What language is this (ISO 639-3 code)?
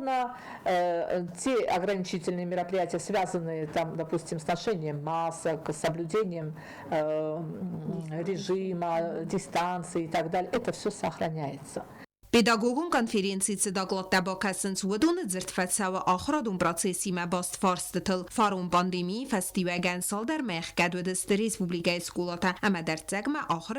oss